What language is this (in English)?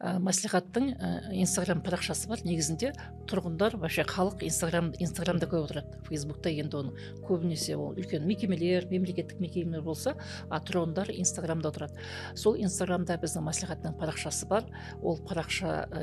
Kazakh